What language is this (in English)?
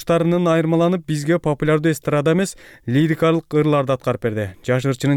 Kyrgyz